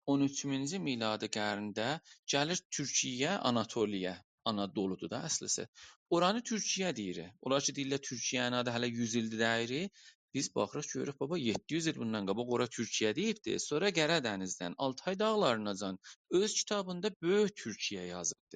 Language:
South Azerbaijani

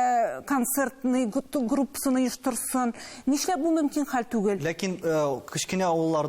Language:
Tatar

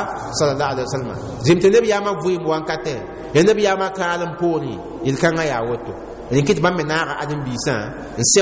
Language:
Mossi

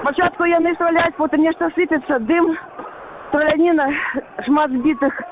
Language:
Belarusian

